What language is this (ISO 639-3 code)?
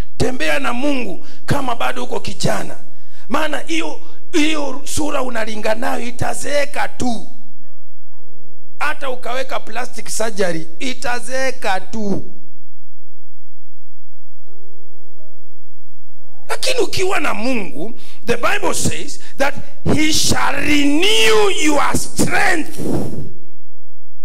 swa